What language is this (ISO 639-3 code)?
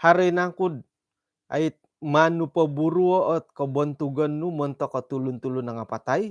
dtp